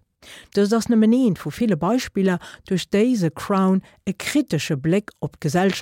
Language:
Luxembourgish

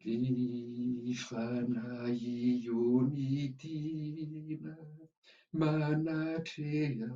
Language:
Malagasy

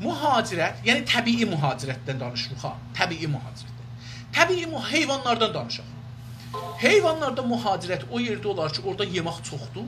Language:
South Azerbaijani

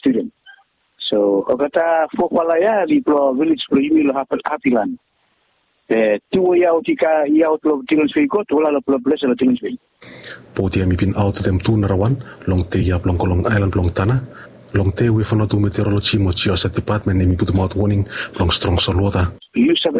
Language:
Bislama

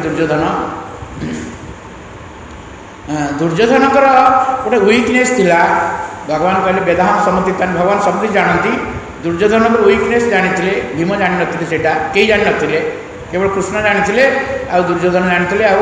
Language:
Odia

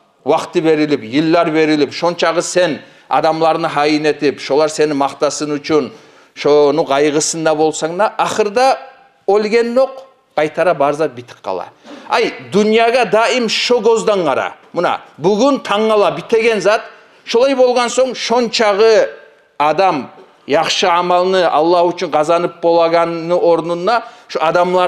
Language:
Kumyk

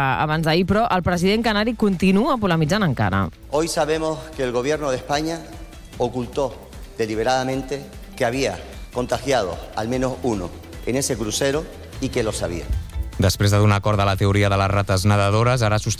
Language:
Catalan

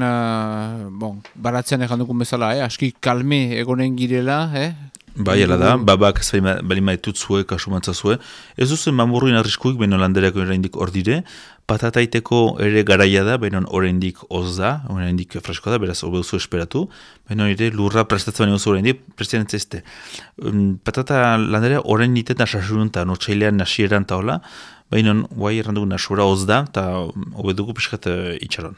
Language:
Basque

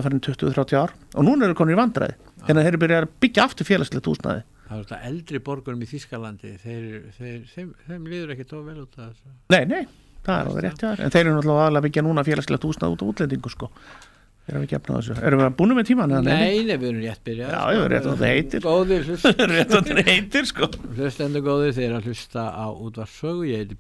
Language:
Icelandic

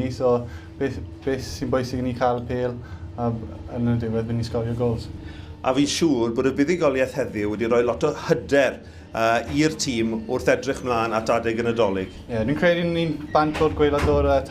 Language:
Welsh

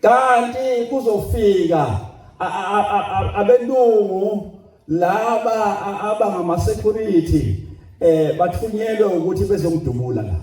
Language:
Zulu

